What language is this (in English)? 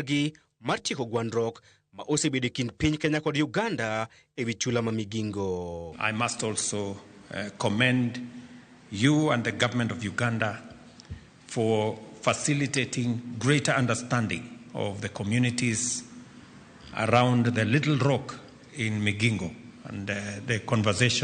Luo (Kenya and Tanzania)